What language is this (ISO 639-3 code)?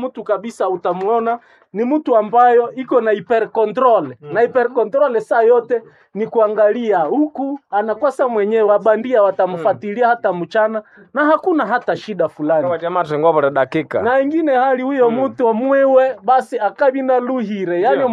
nnb